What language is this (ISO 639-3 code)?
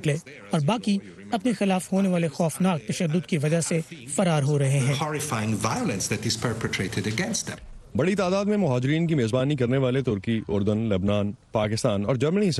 urd